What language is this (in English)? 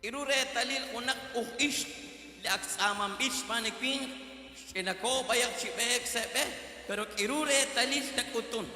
Kekchí